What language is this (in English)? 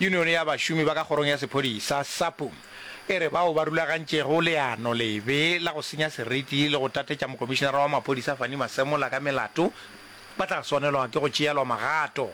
Northern Sotho